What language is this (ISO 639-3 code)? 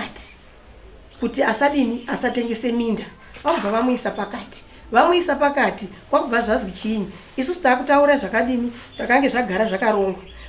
sna